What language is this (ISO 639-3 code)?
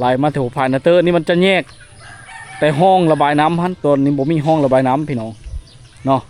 lao